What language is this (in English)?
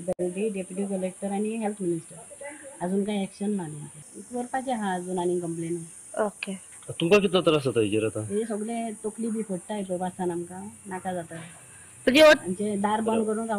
Konkani